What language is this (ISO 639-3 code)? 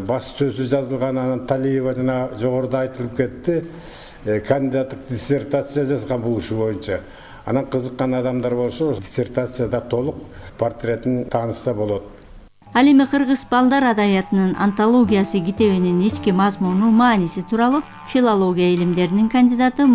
kir